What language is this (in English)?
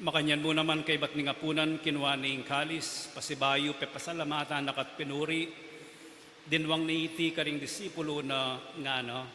Pampanga